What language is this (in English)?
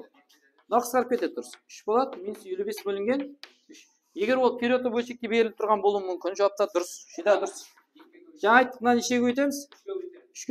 Kara-Kalpak